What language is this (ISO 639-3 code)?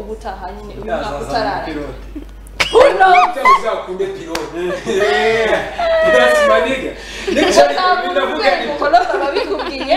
kin